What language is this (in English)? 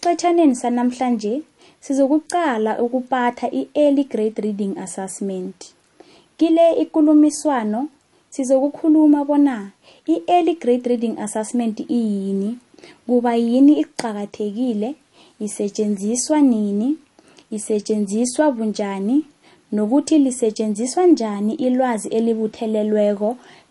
South Ndebele